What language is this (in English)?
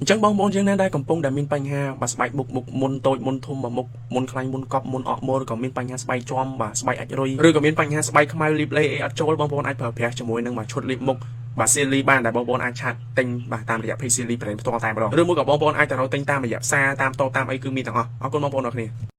Khmer